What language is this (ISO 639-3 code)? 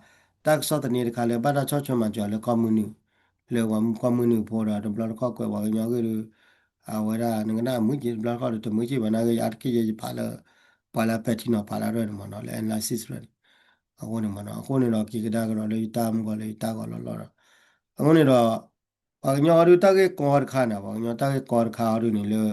ksw